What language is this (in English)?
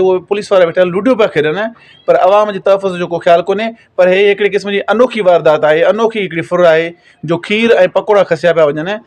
Sindhi